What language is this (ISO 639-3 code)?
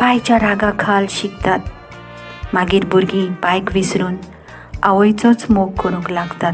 kok